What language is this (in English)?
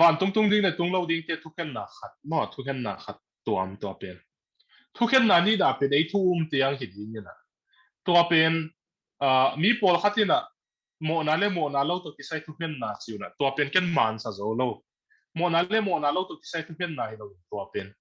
Tedim Chin